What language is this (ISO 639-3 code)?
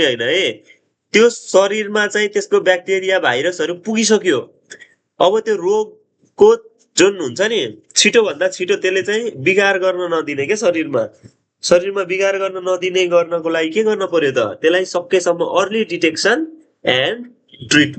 nep